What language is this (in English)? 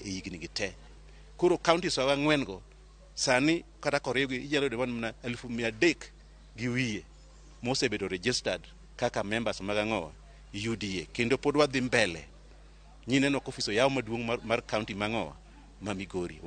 Luo (Kenya and Tanzania)